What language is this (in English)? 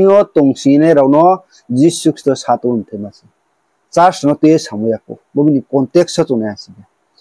Riang (India)